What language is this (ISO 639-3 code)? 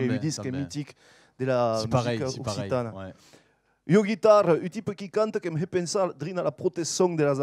oci